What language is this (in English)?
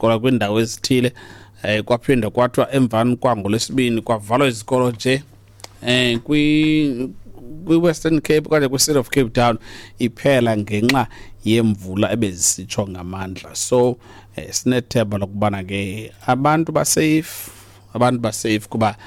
Xhosa